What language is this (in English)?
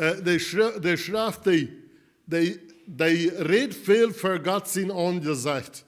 Plautdietsch